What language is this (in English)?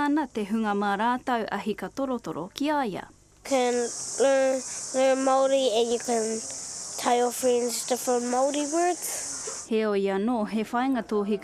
Māori